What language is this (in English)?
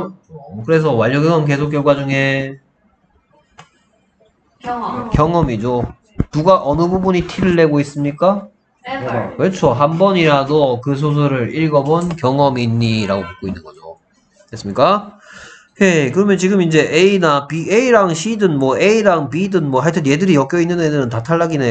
Korean